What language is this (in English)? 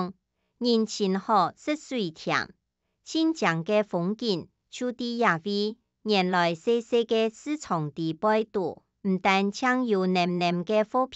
Hakka Chinese